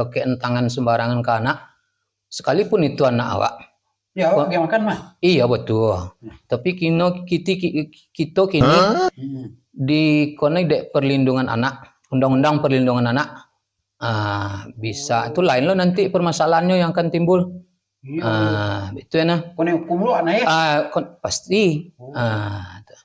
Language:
Minangkabau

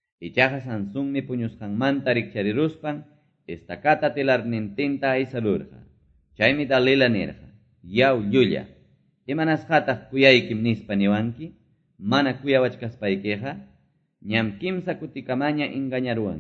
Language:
Quechua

